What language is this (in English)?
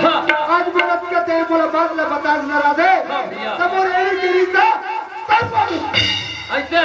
Chhattisgarhi